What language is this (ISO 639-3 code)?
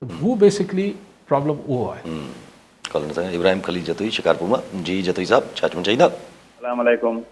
snd